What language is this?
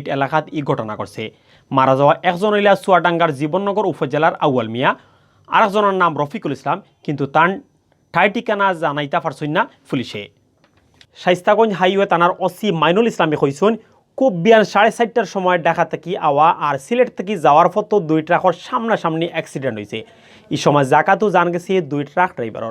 Sylheti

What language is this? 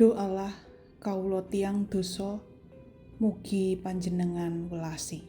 Javanese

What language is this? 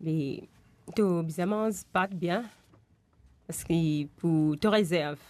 Morisyen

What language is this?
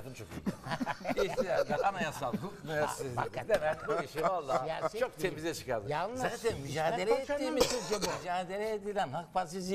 Turkish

